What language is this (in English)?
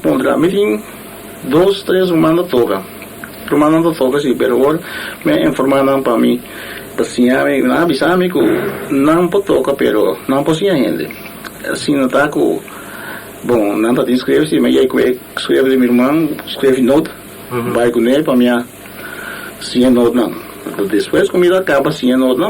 Papiamento